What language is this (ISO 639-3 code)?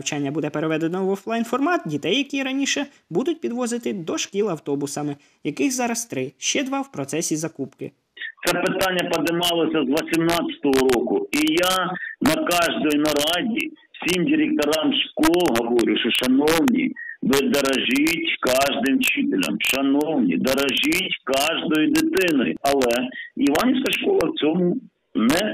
ukr